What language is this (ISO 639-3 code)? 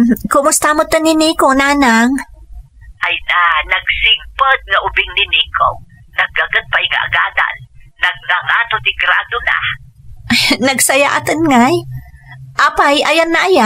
ilo